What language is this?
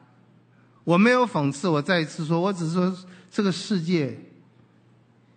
Chinese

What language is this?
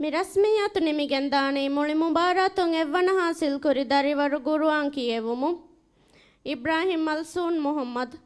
Divehi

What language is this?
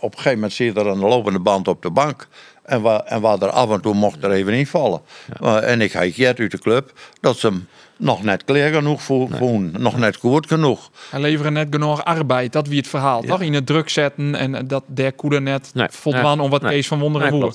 Western Frisian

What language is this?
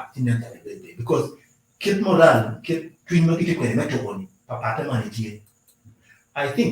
Acoli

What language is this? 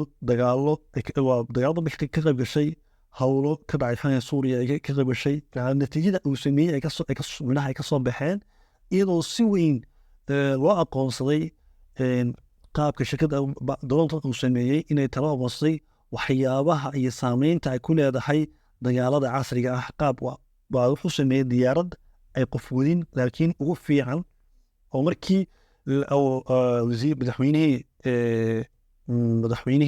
Somali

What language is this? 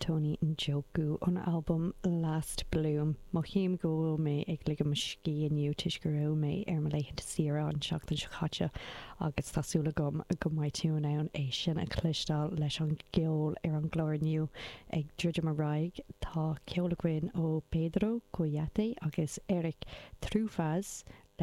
Irish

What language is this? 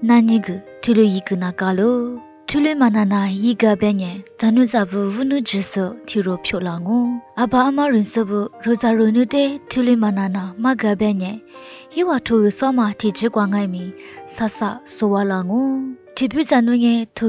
Lisu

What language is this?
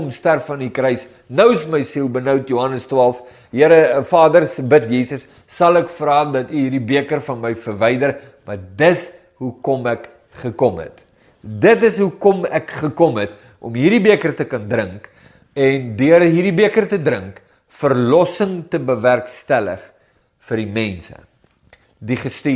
Afrikaans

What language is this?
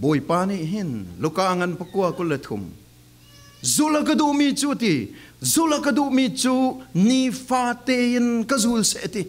Falam Chin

